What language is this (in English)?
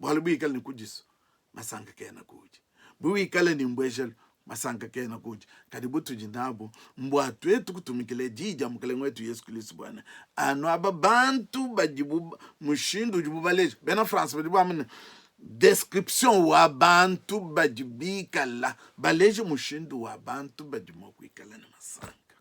Luba-Lulua